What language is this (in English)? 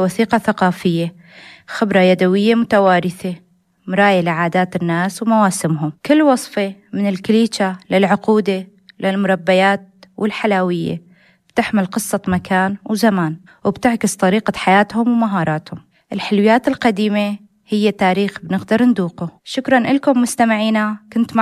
North Levantine Arabic